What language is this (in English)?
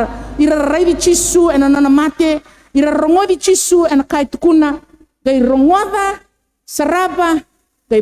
Fijian